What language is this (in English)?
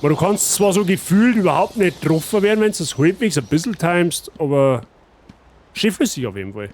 Bavarian